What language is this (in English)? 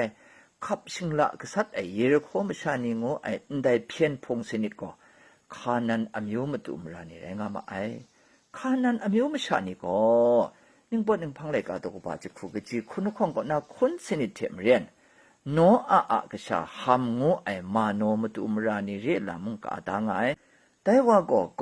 Kachin